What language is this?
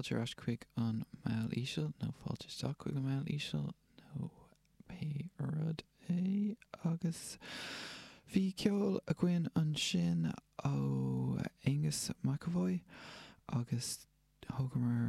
Irish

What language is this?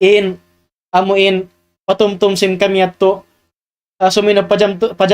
Tausug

